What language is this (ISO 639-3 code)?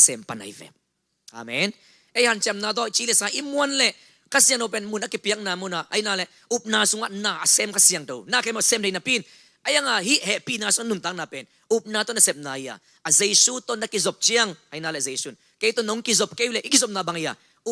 ctd